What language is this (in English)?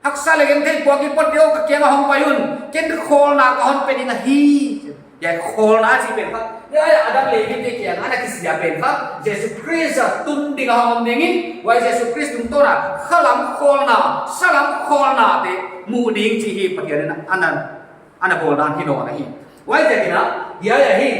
Paite Chin